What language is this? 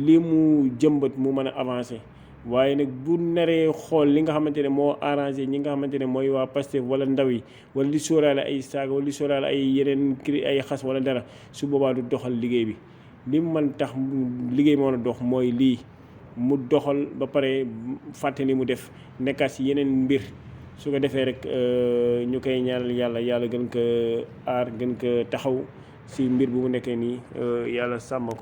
Wolof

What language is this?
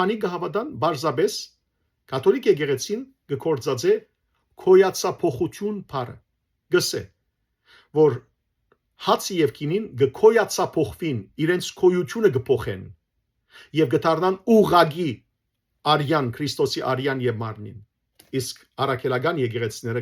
Western Armenian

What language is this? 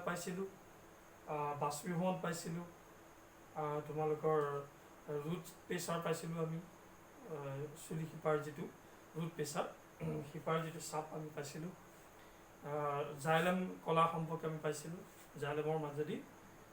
Assamese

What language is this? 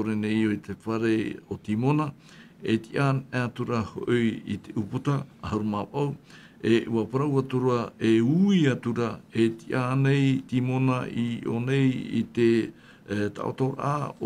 Tahitian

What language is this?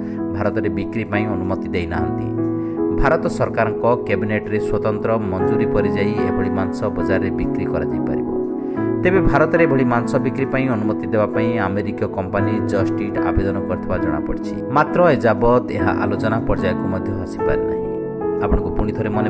Odia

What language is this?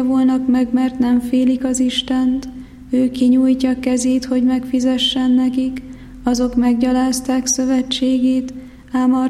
Hungarian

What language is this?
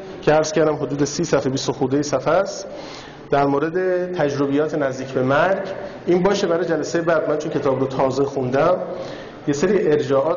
Persian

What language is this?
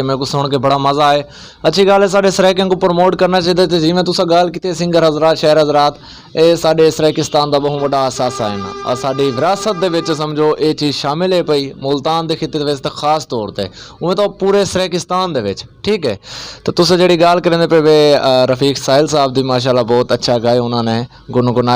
Saraiki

